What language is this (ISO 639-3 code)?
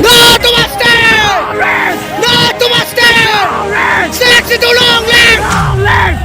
mjw